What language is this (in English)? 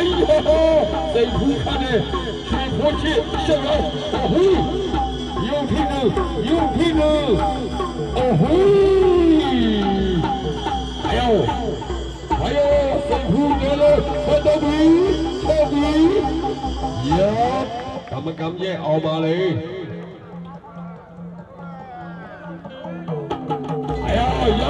Burmese